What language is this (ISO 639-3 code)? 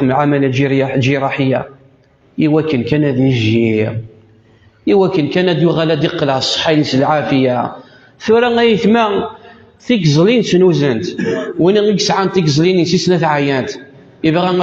kab